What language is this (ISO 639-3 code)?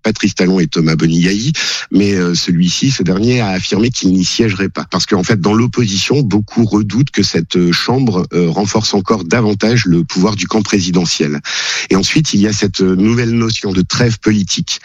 fra